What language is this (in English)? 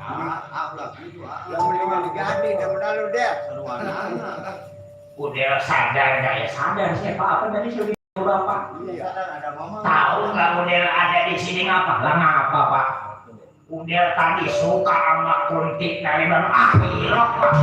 Betawi